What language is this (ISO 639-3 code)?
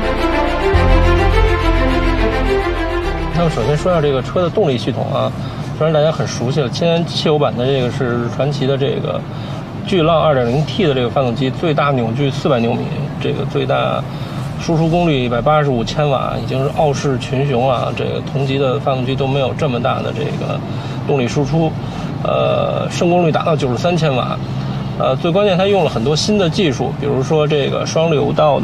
zho